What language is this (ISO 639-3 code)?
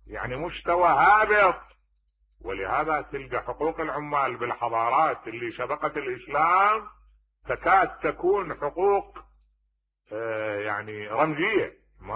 acm